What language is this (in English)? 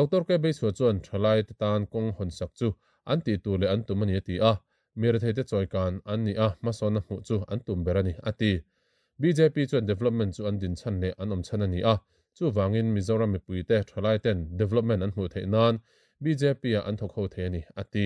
Mizo